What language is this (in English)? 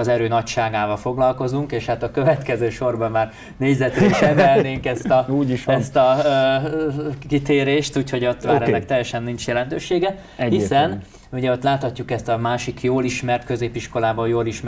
Hungarian